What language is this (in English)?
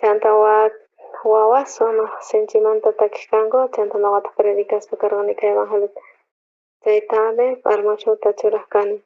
South Bolivian Quechua